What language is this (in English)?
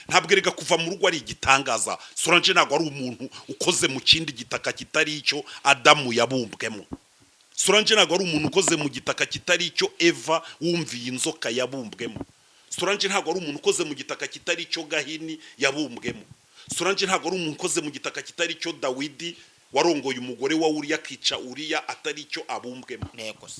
Kinyarwanda